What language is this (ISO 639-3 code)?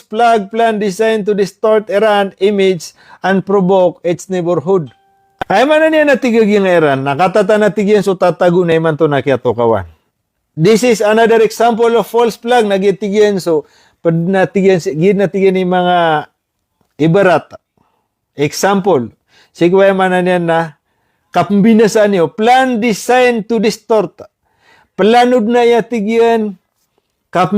mrw